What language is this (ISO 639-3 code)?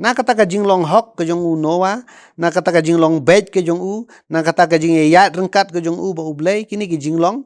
kha